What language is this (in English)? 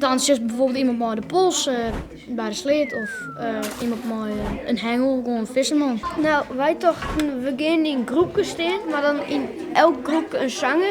Western Frisian